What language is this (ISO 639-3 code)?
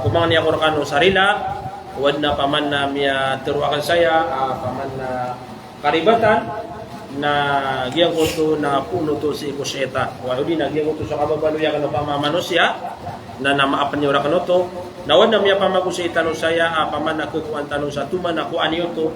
mrw